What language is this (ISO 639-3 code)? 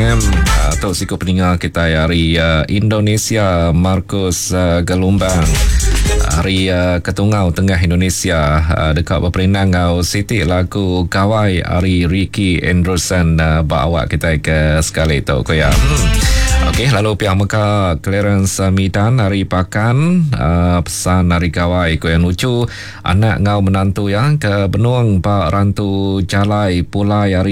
iba